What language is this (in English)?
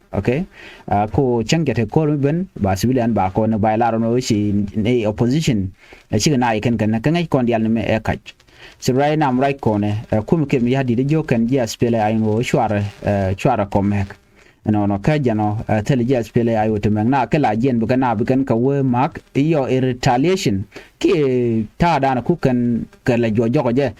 Nuer